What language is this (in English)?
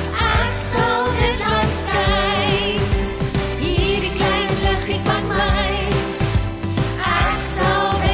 Afrikaans